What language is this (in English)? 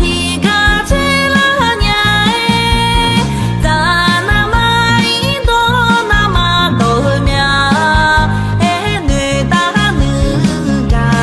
Akha